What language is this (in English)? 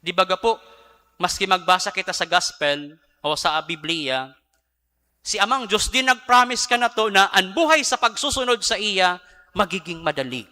Bikol